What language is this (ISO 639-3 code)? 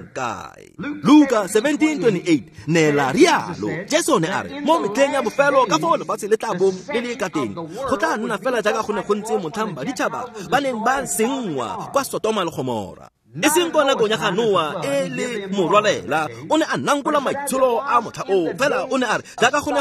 tsn